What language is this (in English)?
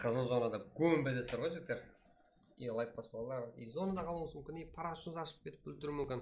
Kara-Kalpak